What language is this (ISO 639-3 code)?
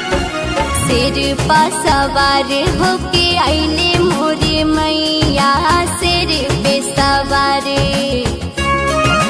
bho